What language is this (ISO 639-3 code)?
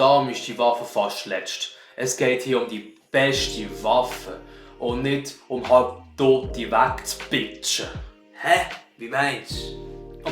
gsw